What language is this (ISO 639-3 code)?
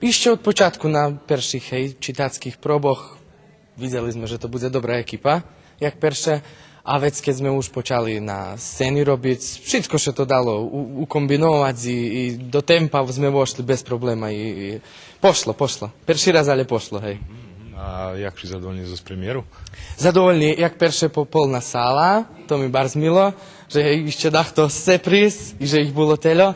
rue